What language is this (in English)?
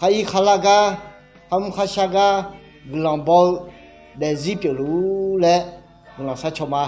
Akha